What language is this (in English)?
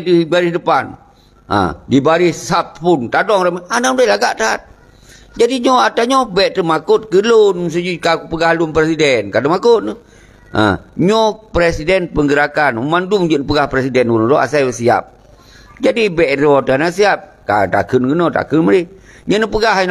Achinese